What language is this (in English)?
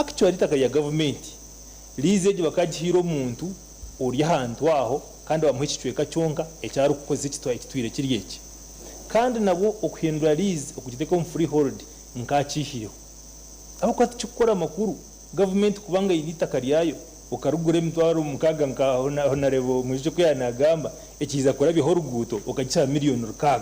Nyankole